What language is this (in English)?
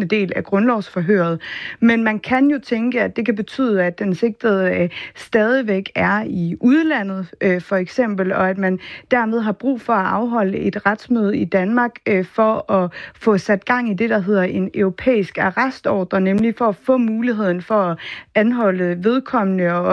Danish